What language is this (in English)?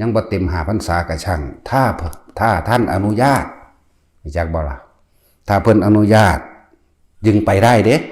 Northeastern Thai